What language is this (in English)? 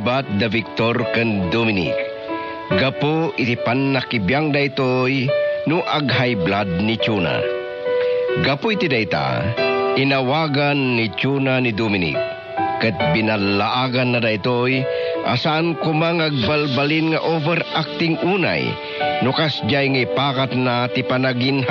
Iloko